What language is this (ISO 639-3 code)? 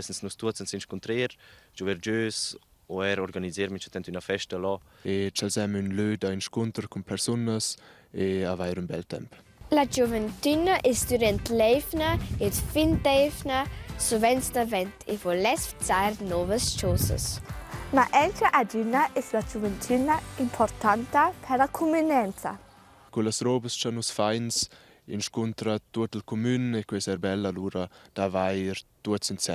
roh